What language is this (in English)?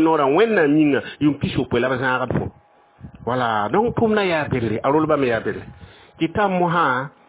Mossi